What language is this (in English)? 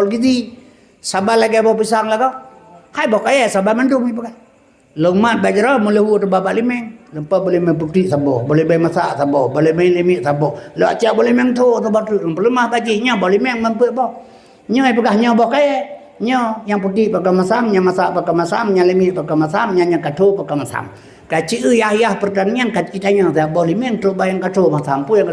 Achinese